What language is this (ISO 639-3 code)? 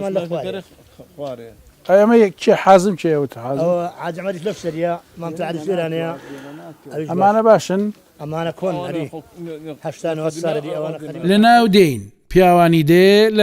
ckb